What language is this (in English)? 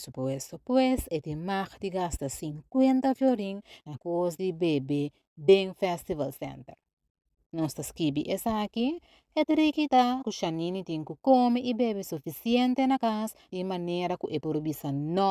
Papiamento